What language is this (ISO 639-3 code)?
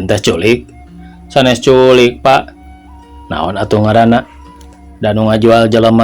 sun